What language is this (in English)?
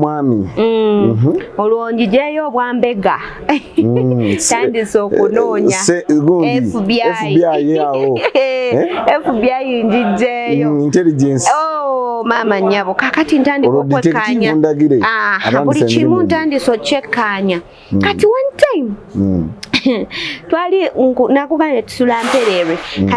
Ganda